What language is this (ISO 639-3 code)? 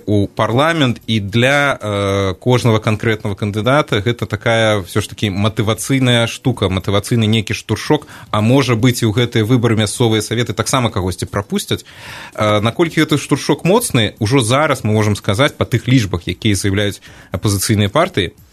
bel